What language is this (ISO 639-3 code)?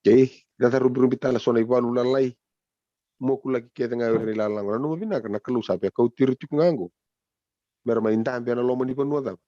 fij